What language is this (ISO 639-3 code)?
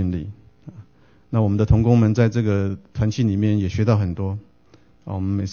zho